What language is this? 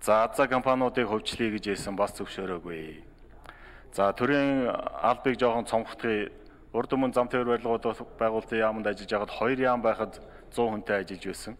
Mongolian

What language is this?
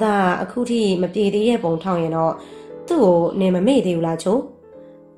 Burmese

